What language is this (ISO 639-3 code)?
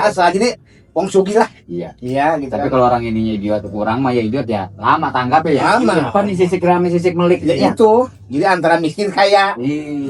bew